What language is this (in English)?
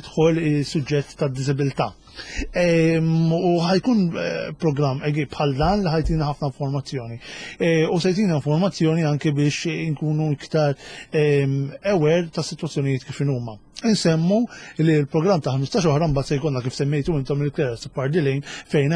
Maltese